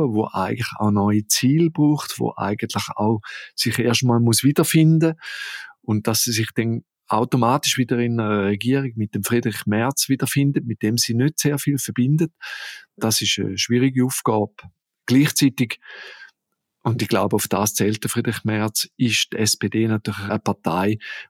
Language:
German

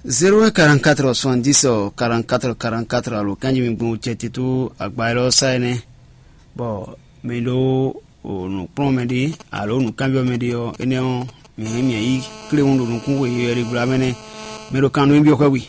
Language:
Fon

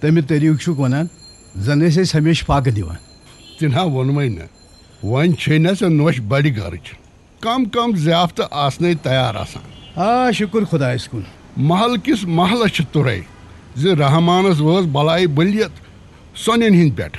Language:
Kashmiri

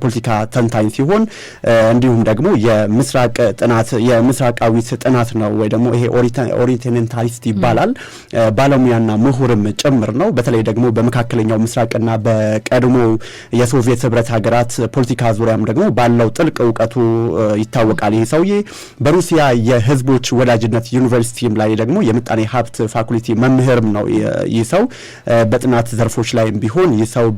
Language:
Amharic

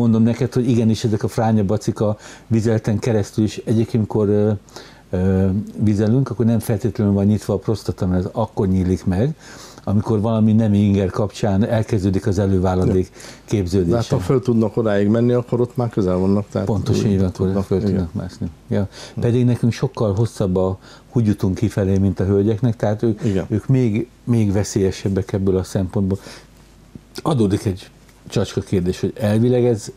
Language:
Hungarian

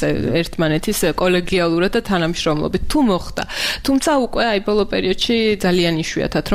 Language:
Georgian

